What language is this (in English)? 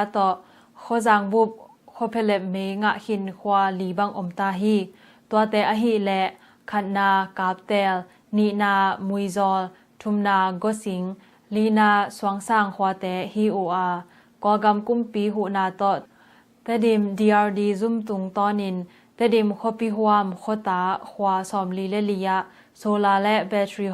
Tedim Chin